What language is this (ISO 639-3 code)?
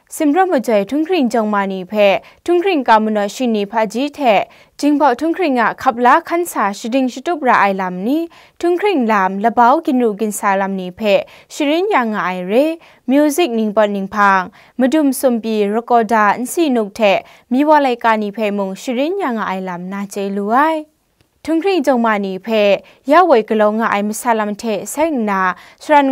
kac